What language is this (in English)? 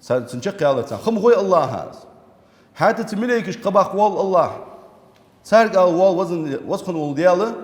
Ingush